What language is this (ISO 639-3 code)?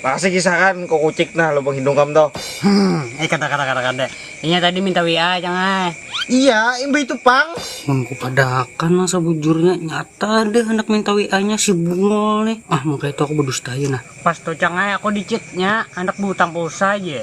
bjn